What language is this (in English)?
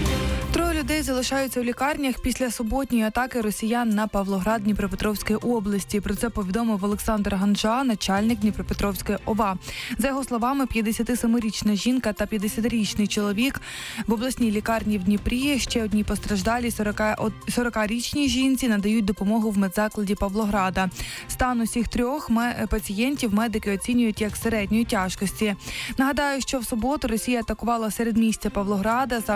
Ukrainian